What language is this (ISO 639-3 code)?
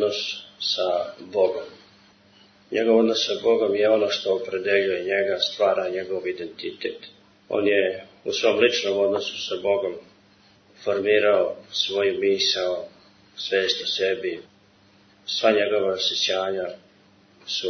srp